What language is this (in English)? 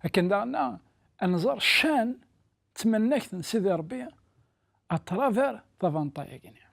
Kabyle